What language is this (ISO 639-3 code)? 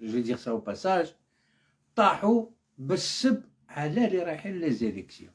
arq